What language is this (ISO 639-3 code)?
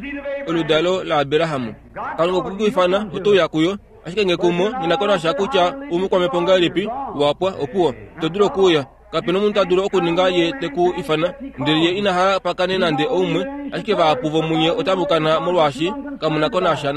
kua